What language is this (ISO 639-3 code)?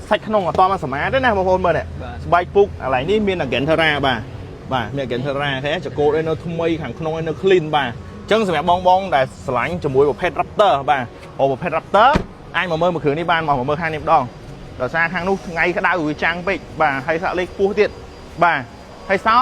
khm